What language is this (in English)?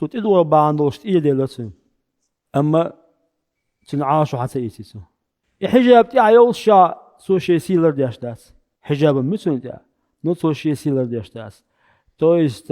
Chechen